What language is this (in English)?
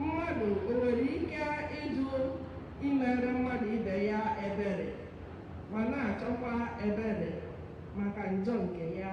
Igbo